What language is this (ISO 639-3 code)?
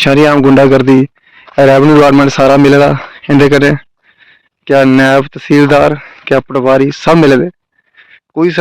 doi